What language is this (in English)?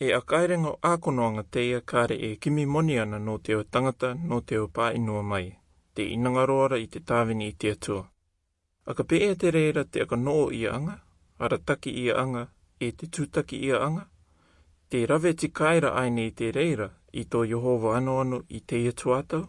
Rarotongan